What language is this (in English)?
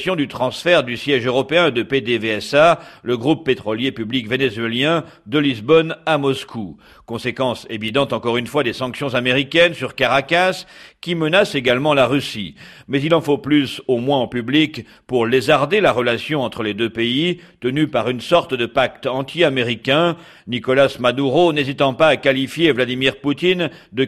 French